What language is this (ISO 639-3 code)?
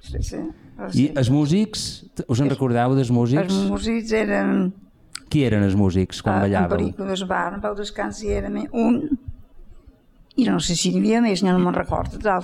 cat